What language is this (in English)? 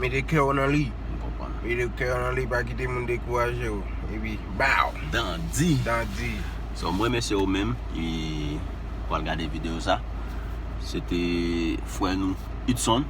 Haitian Creole